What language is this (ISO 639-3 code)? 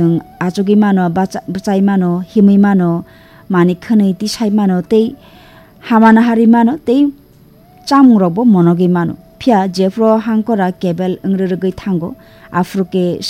trp